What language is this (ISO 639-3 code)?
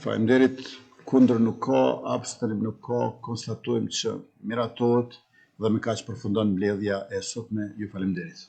sqi